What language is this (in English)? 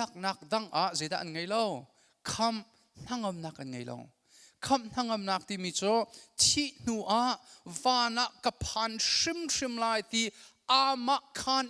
Hakha Chin